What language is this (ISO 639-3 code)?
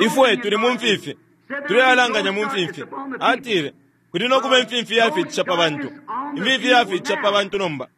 bem